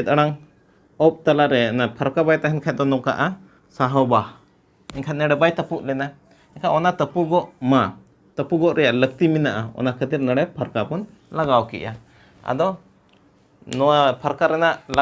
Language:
Santali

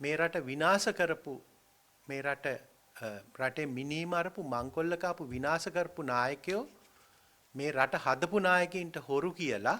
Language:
Sinhala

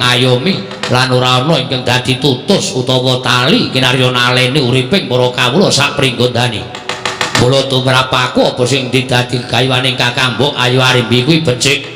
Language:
Javanese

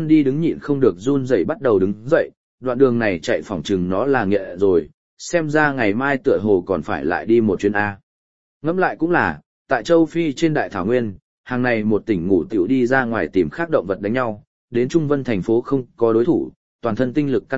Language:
Vietnamese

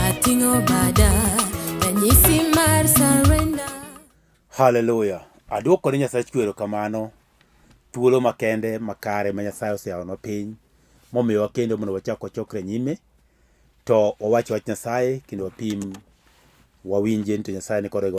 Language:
Luo (Kenya and Tanzania)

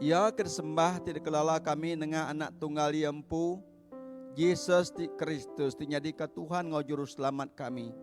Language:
Iban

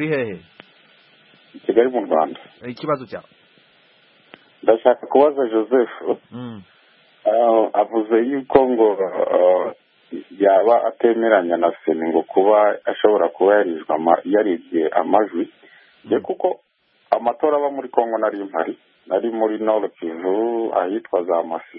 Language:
Kinyarwanda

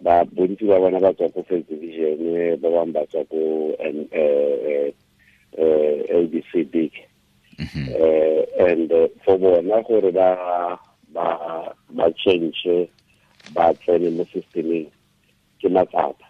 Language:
Tswana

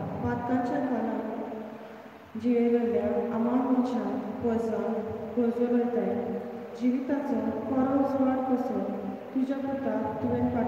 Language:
Konkani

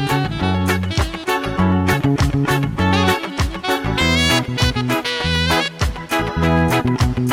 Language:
German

